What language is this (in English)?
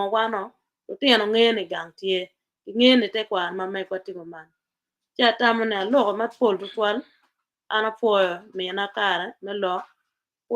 Acoli